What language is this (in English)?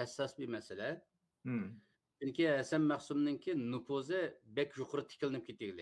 Uyghur